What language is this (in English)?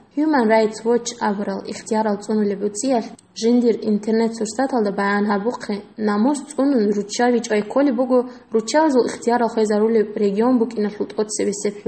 Avaric